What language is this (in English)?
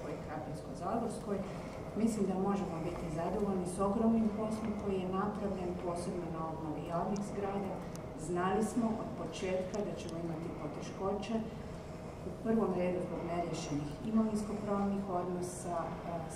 Croatian